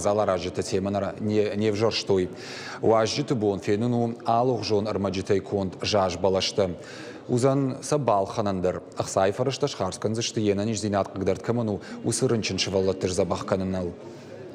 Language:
Ossetic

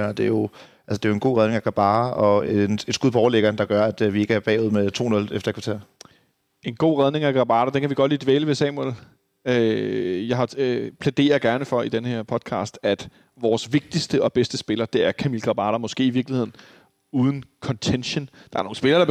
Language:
Danish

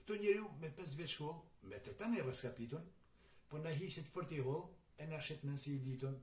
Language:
Albanian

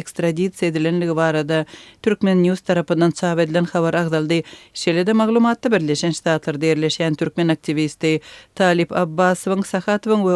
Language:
Turkmen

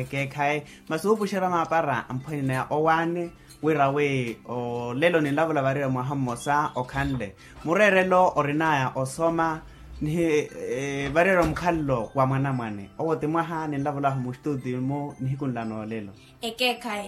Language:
Makhuwa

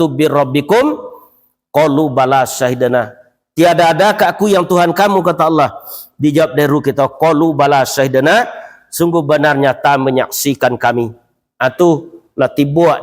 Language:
Minangkabau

